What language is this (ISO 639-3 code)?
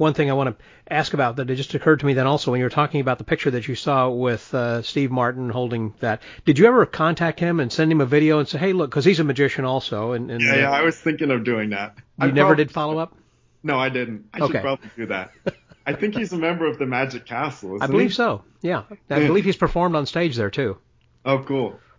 eng